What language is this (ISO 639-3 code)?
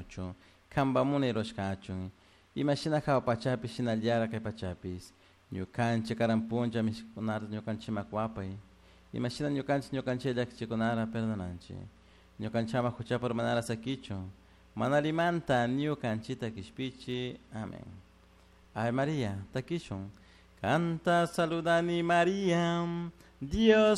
qug